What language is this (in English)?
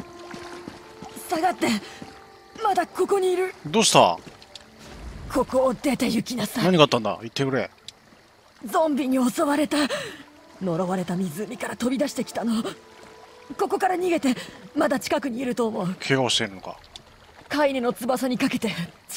Japanese